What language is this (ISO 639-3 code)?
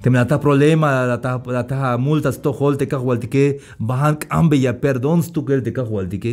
tzh